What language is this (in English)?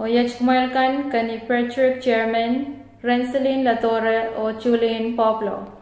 Pohnpeian